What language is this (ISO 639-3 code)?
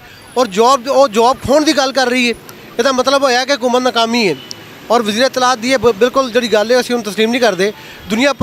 lah